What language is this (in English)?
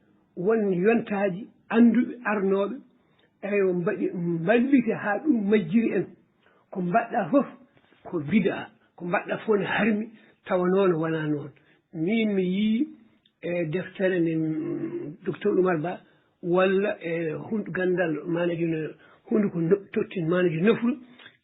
Fula